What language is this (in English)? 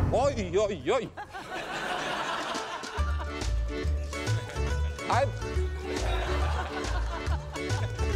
Norwegian